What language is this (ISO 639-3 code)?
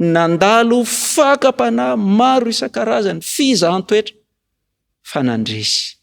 mlg